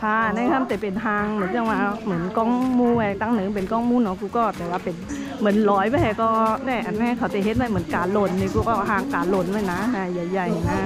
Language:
Shan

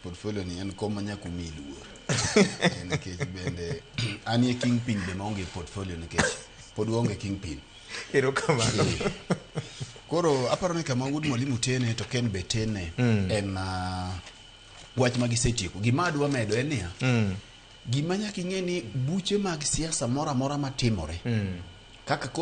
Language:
Luo (Kenya and Tanzania)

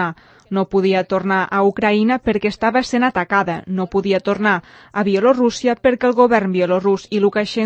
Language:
Catalan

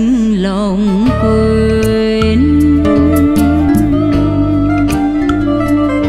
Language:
Vietnamese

